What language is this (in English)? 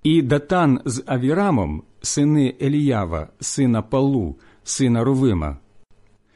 Ukrainian